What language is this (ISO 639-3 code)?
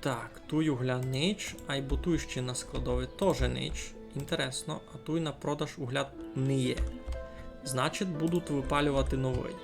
rue